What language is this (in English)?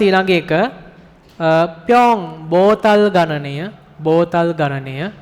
Sinhala